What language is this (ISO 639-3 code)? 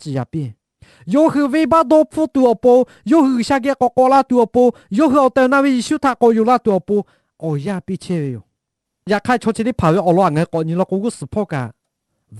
lhu